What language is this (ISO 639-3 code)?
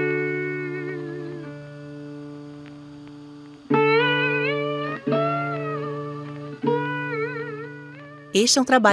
por